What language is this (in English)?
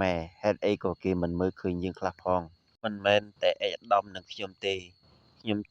Khmer